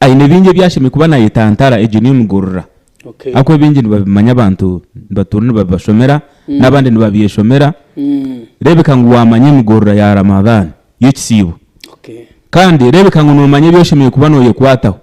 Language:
Nyankole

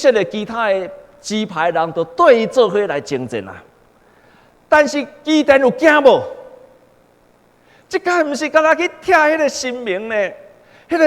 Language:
Min Nan Chinese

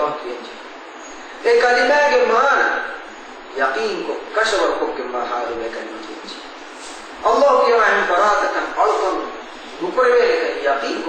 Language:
Divehi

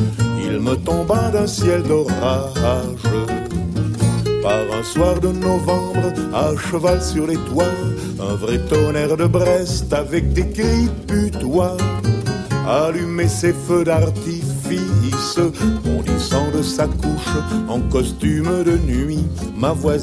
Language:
French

